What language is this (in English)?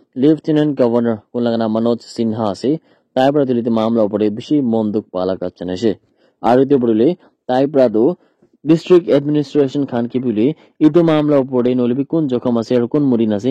Naga Pidgin